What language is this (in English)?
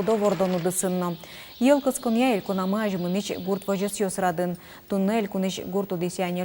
Udmurt